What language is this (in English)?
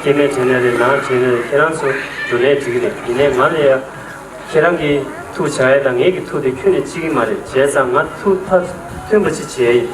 Tibetan